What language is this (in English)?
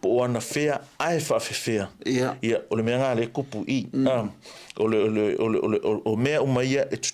Samoan